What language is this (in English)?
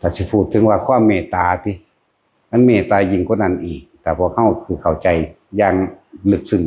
Northeastern Thai